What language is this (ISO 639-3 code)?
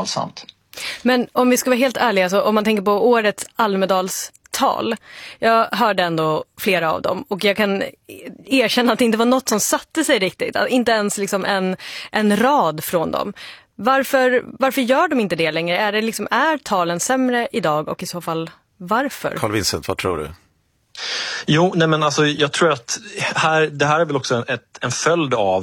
swe